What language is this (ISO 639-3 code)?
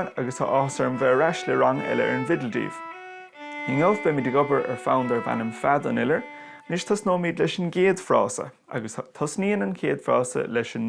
gle